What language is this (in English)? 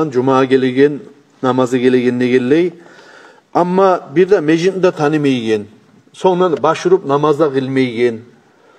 Kumyk